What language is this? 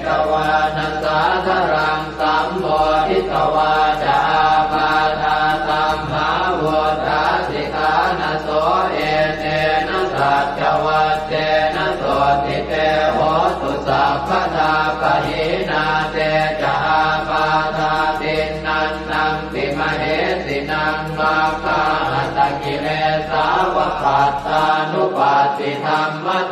Pali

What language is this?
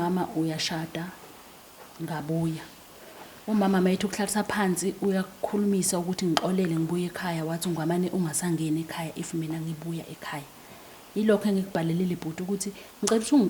Zulu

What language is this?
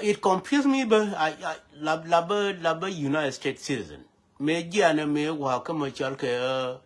Nuer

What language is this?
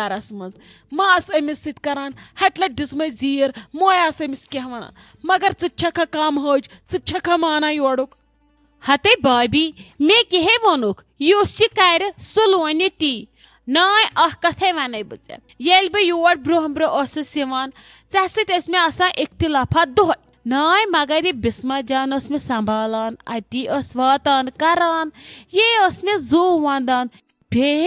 Kashmiri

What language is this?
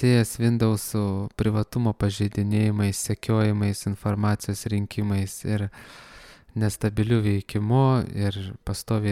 Lithuanian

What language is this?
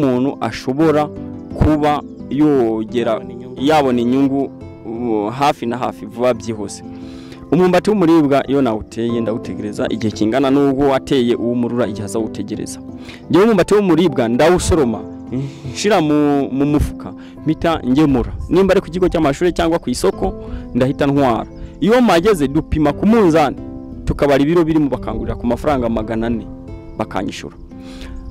Kinyarwanda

